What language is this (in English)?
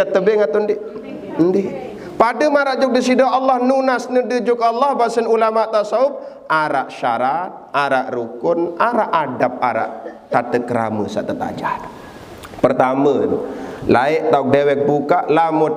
Sasak